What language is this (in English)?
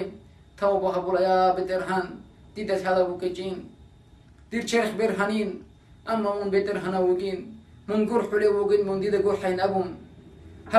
Avaric